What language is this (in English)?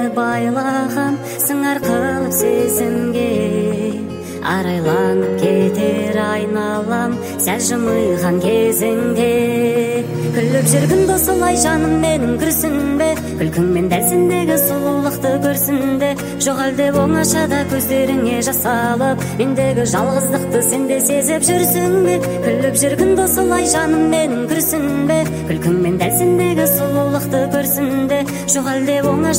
Kazakh